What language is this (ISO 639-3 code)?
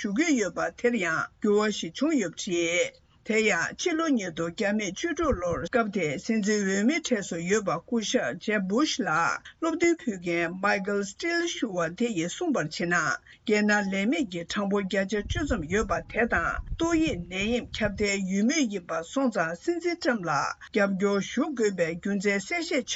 bod